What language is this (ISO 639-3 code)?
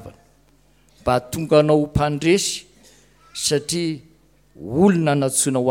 mlg